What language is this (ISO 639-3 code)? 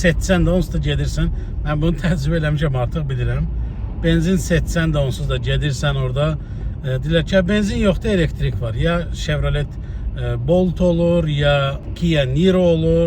aze